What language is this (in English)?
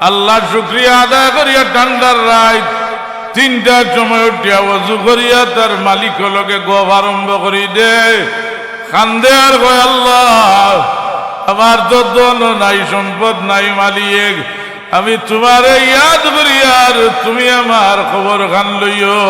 Sylheti